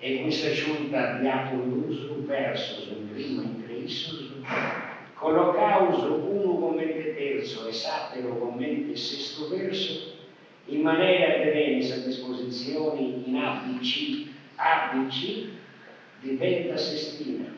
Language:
Sardinian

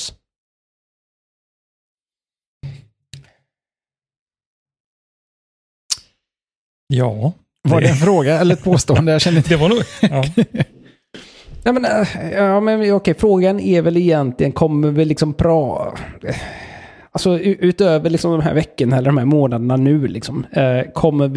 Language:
Swedish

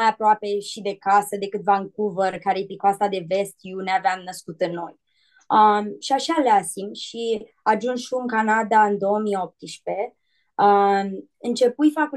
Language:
Aromanian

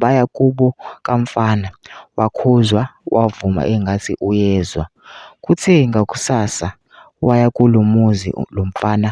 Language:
Zulu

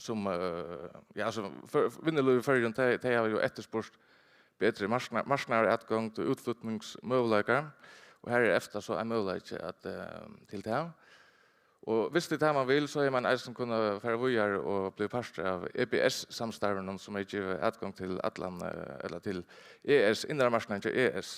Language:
Faroese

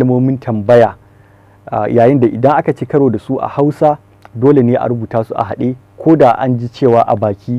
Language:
Hausa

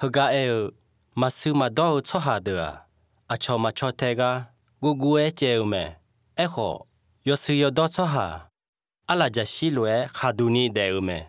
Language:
Akha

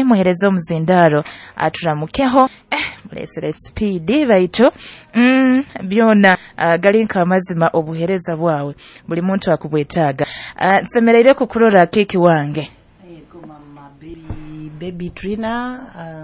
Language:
Nyoro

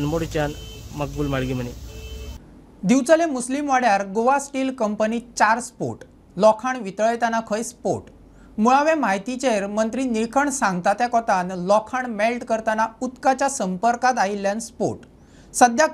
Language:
Konkani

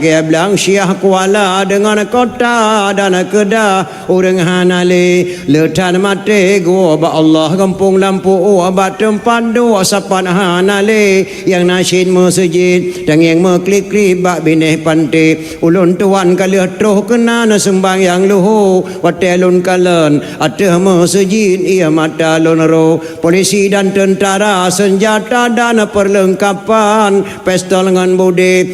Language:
Achinese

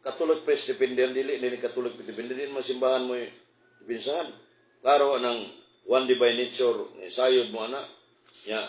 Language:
Cebuano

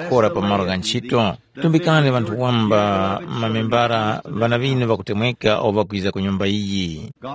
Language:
Tumbuka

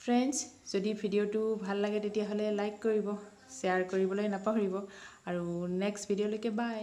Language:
Assamese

